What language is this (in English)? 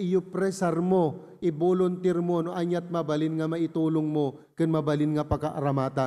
Iloko